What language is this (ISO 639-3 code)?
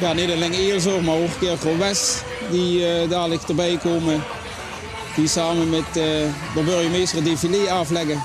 lim